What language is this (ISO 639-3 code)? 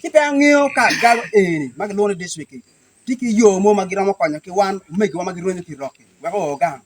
ach